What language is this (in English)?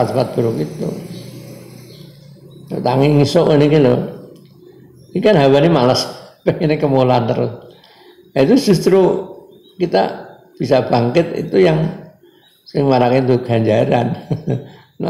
Indonesian